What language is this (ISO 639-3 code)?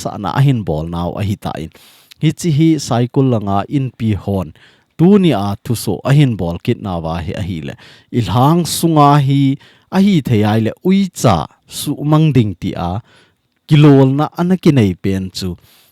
tcz